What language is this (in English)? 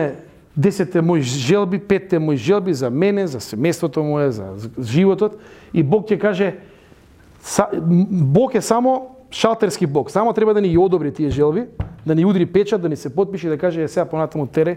Macedonian